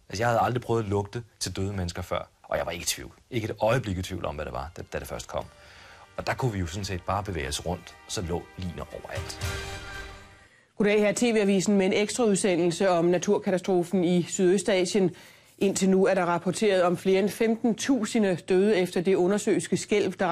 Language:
Danish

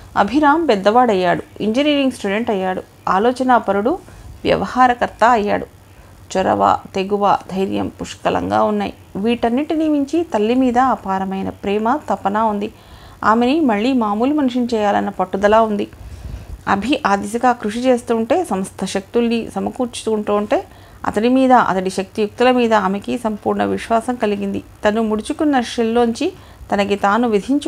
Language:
Telugu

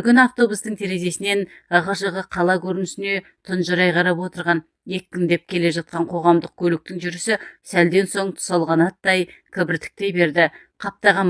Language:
Kazakh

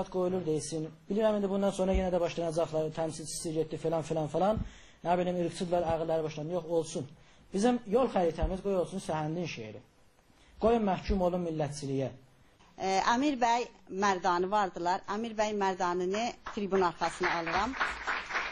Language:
South Azerbaijani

